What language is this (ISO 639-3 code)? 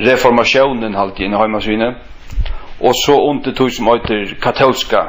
fao